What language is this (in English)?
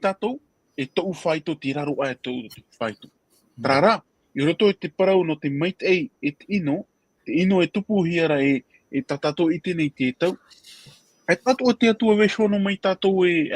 Tahitian